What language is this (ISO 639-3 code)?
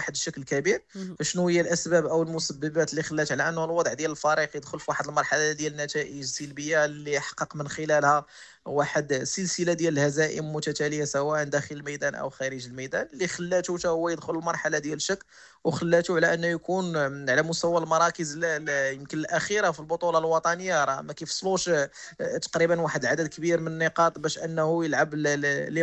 ary